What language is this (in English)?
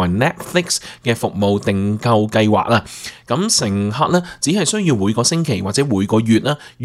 Cantonese